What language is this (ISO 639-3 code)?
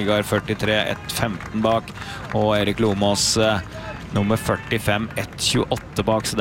nor